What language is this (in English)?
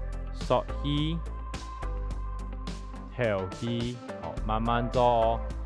Hakka Chinese